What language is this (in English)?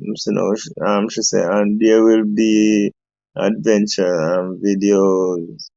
Jamaican Creole English